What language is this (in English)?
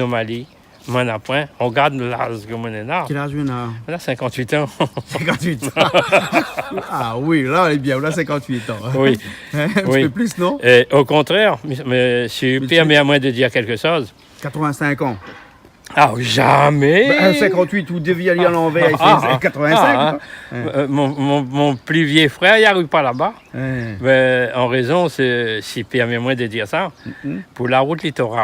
Réunion Creole French